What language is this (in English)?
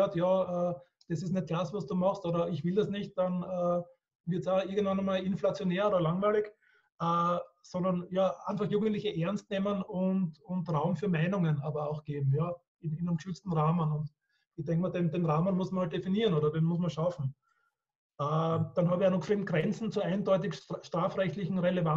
German